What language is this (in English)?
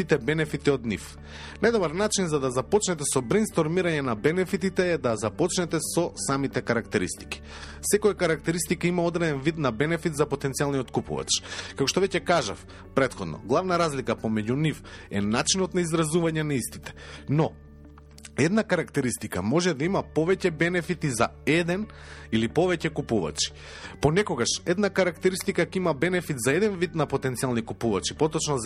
Macedonian